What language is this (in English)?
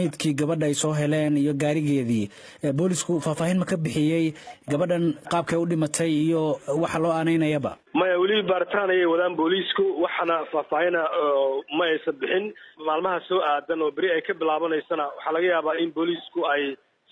Somali